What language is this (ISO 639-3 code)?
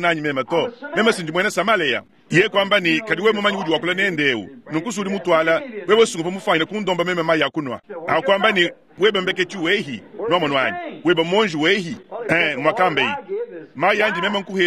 lua